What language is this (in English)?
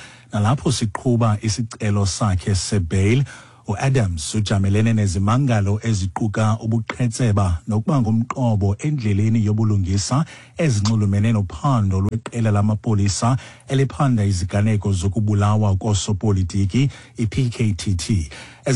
Xhosa